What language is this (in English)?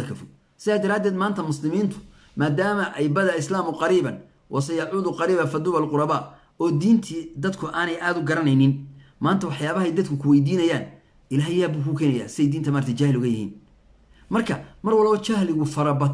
Somali